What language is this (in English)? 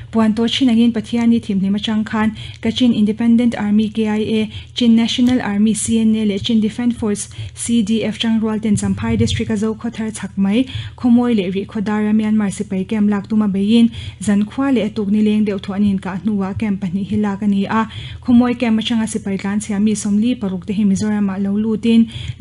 Mizo